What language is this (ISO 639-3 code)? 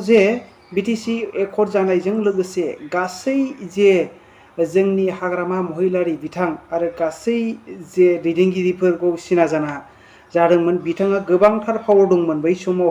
brx